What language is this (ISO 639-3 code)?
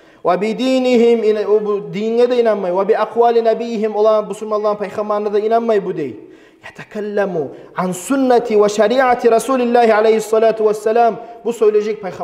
kum